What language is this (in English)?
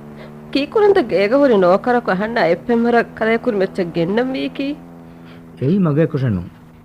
Divehi